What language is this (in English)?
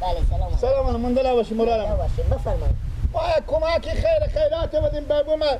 Persian